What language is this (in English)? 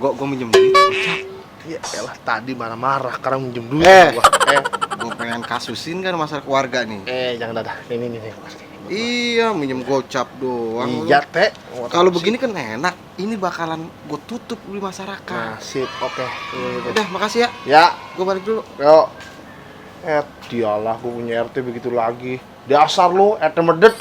Betawi